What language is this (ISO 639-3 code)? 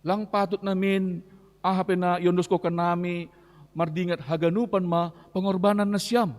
bts